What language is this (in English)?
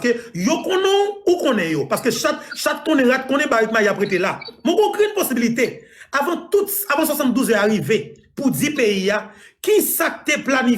Haitian Creole